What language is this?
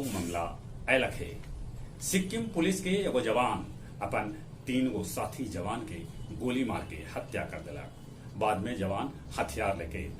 Magahi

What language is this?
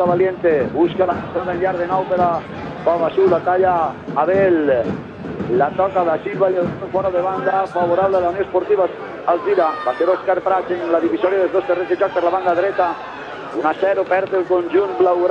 Catalan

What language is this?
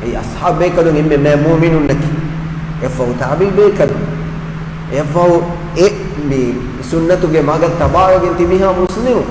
Divehi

